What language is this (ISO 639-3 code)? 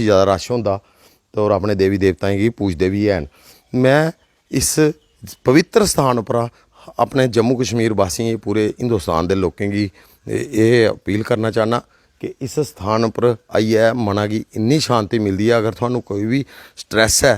doi